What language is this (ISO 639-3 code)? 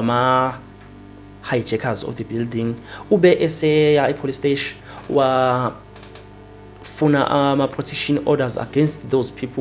zul